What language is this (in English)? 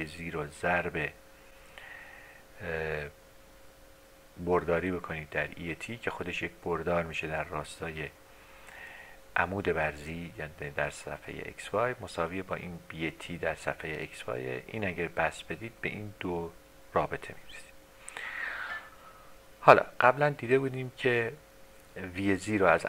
Persian